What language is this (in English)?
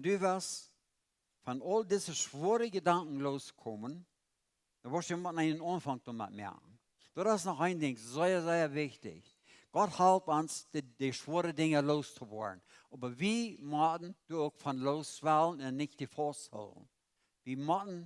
Plautdietsch